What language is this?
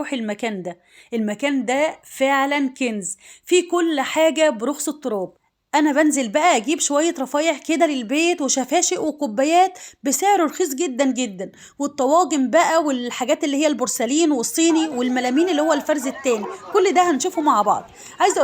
Egyptian Arabic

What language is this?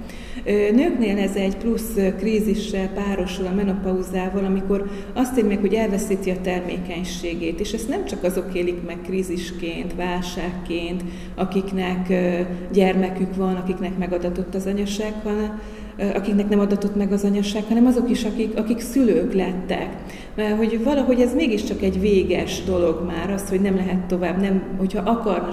Hungarian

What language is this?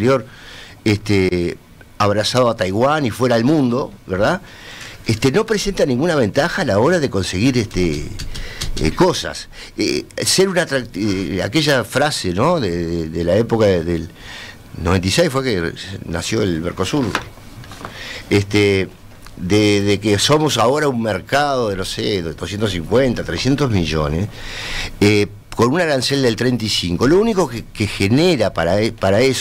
Spanish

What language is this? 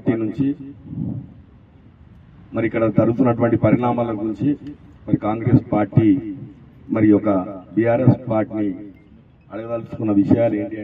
Telugu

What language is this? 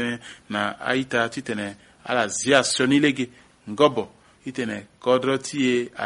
Sango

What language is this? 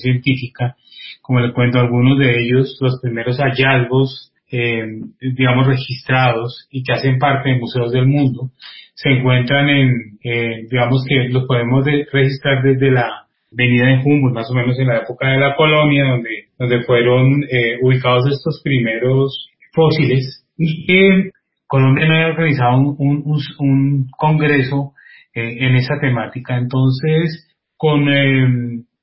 Spanish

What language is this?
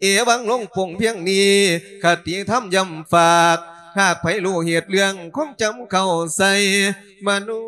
Lao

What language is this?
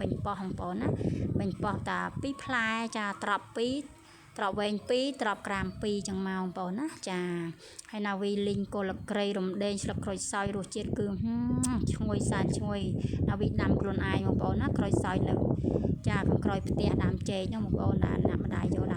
Khmer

